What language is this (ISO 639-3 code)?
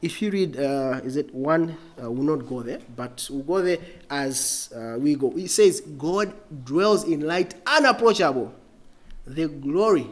eng